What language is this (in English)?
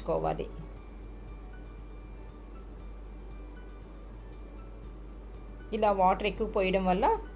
Telugu